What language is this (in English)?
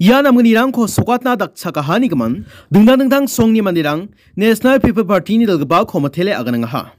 Garo